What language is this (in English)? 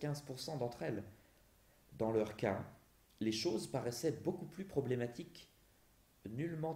French